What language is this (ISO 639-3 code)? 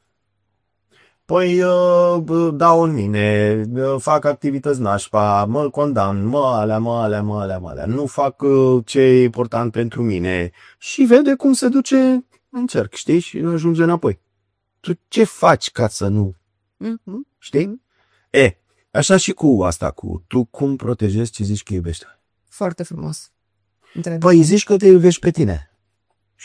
ron